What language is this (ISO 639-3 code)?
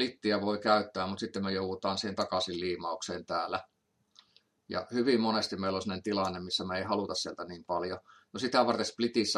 fin